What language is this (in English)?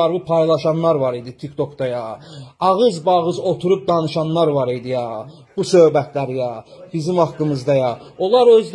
Azerbaijani